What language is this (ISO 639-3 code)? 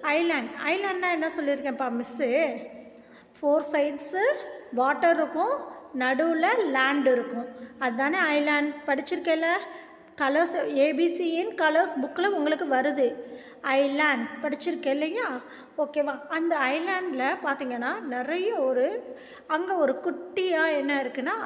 tam